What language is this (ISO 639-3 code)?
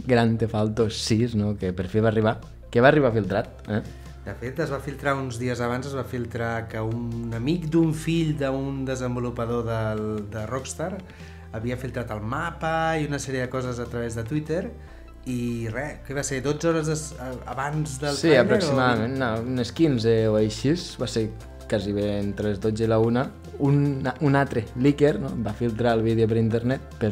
cat